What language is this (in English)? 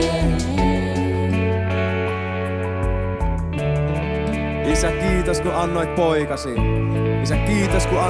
Finnish